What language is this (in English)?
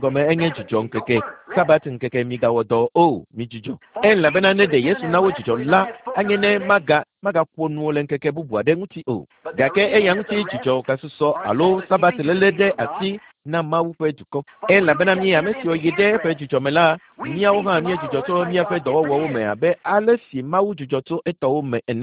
Ewe